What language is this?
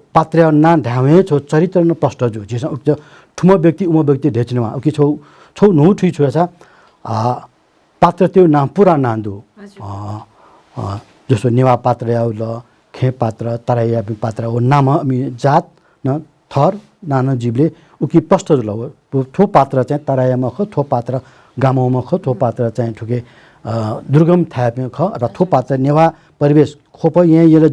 Newari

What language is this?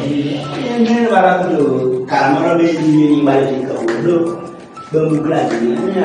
Kumam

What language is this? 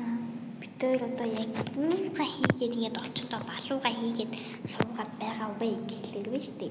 Mongolian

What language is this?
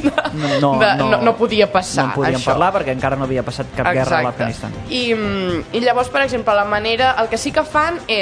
Catalan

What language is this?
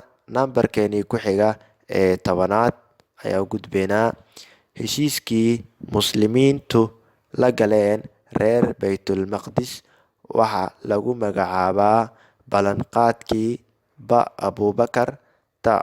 Somali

